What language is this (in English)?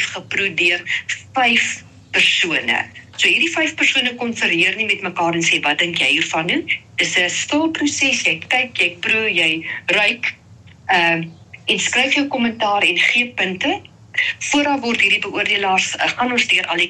Afrikaans